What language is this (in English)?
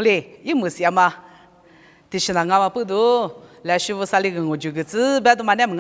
Lisu